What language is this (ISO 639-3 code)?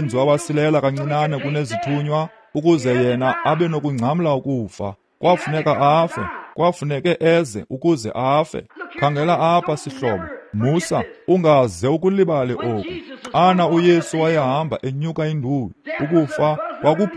xho